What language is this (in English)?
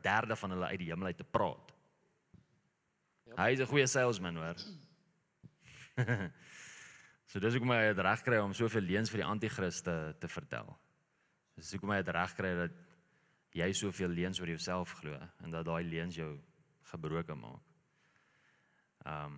Afrikaans